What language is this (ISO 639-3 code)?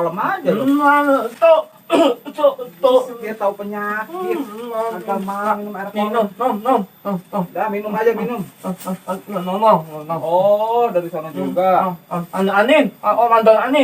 bew